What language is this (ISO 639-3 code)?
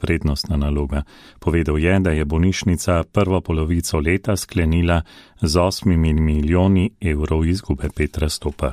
slv